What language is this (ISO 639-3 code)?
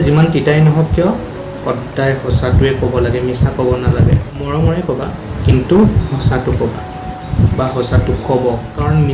asm